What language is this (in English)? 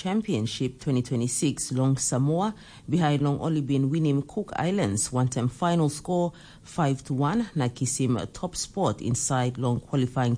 Tok Pisin